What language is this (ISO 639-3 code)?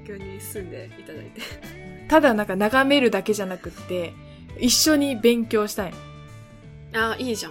jpn